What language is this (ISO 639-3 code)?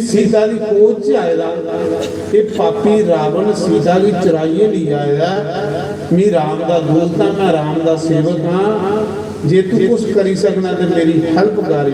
doi